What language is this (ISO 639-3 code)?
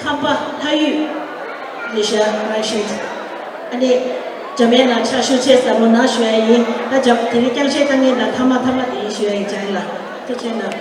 bod